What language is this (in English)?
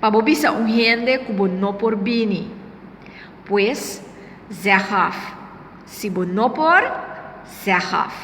Papiamento